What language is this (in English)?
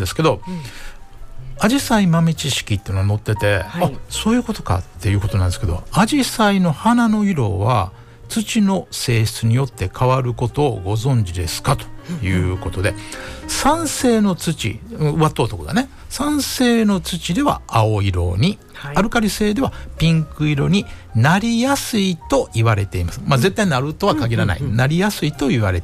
Japanese